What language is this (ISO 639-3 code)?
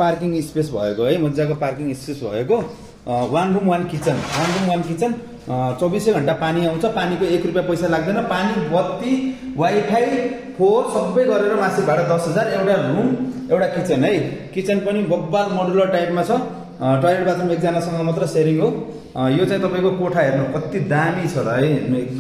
nep